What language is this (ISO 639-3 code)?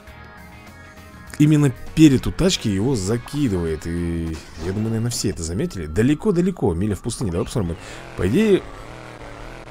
rus